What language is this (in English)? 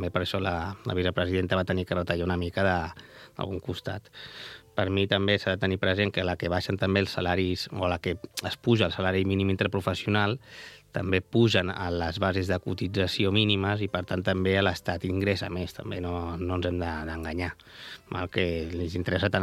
Catalan